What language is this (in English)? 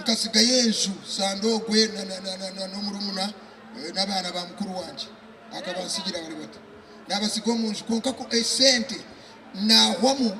Nyankole